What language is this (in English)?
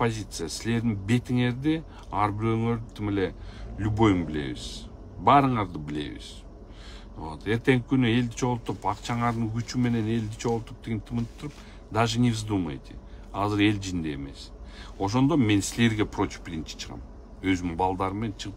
Kyrgyz